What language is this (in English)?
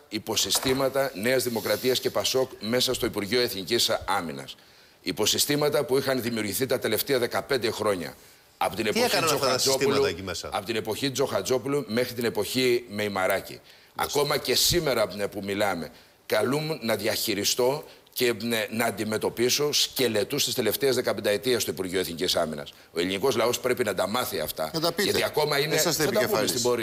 Greek